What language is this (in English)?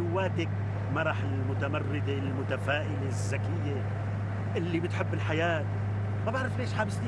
North Levantine Arabic